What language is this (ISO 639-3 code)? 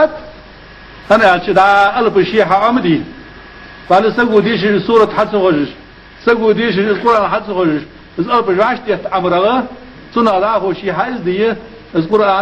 inh